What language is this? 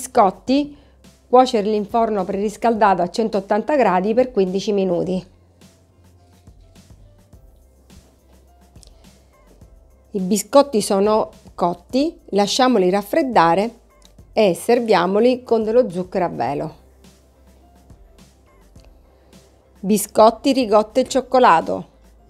Italian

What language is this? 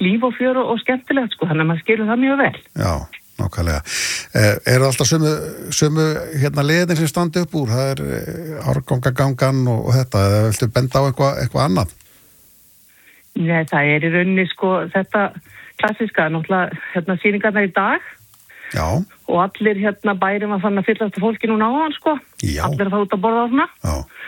Icelandic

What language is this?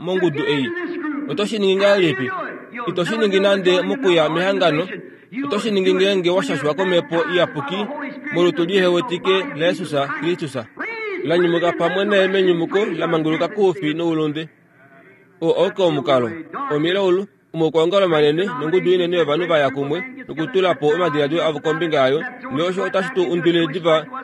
Kuanyama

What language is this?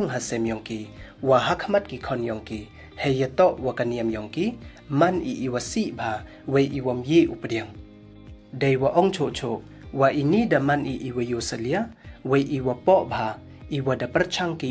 Pnar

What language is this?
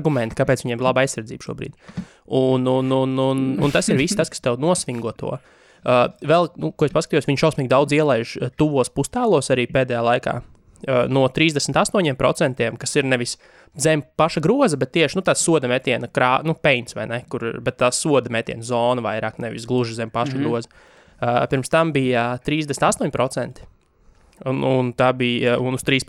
Latvian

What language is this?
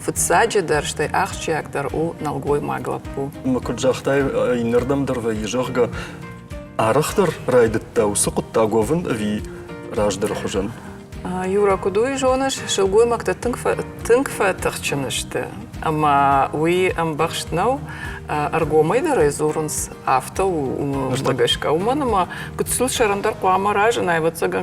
Ossetic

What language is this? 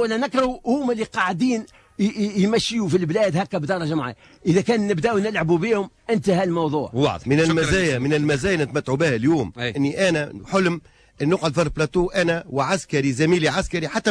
Tunisian Arabic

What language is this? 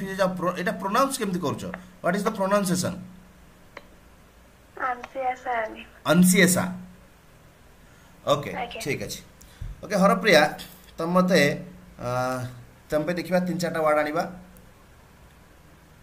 Odia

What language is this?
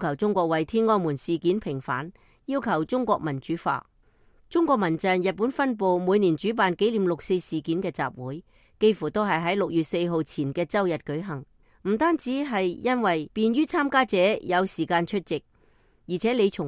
Cantonese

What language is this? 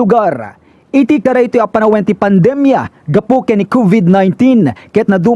Iloko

